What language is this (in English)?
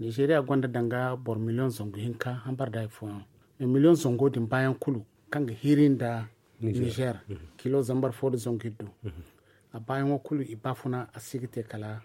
Zarma